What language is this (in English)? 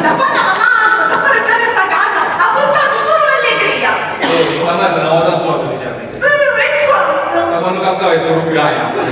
Sicilian